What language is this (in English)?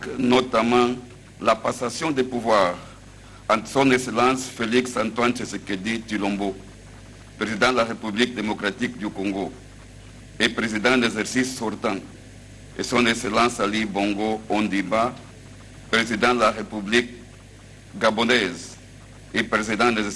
French